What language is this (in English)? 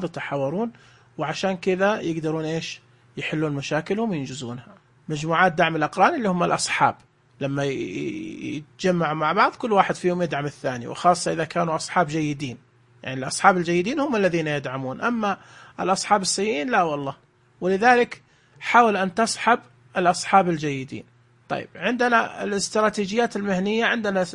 Najdi Arabic